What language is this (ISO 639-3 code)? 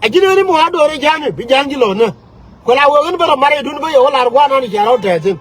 nus